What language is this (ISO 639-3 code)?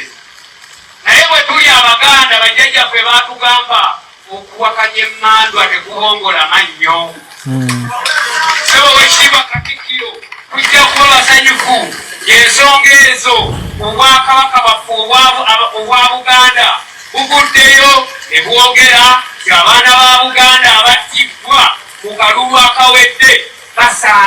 lug